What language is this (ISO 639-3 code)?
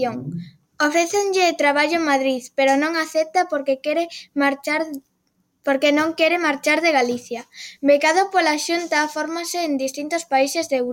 glg